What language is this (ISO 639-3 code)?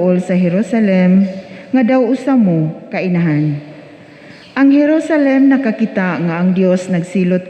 ceb